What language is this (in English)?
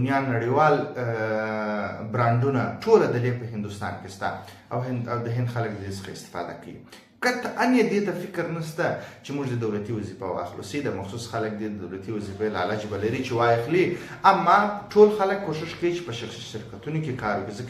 Pashto